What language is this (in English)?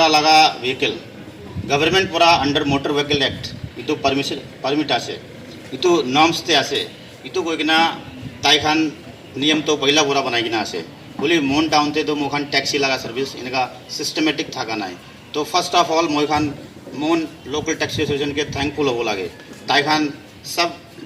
Naga Pidgin